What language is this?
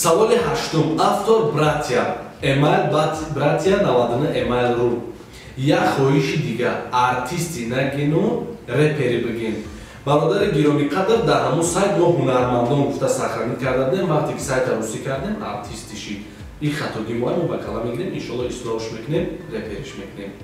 Tajik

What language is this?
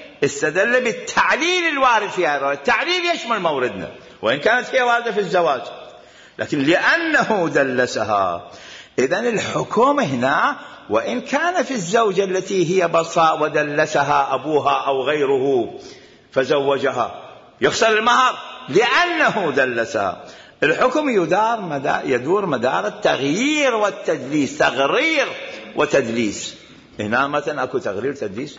Mesopotamian Arabic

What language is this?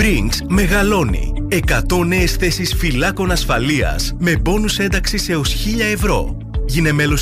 Greek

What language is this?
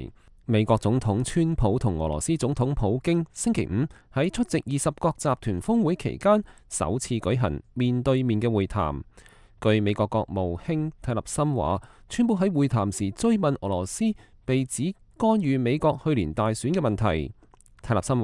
Cantonese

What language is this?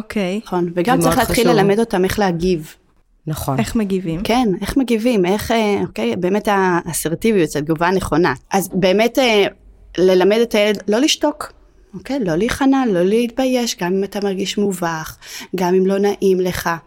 Hebrew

